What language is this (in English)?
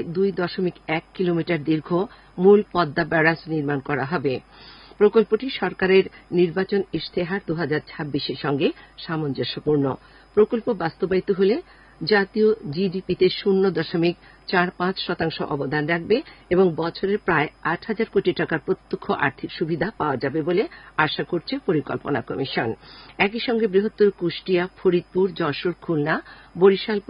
Bangla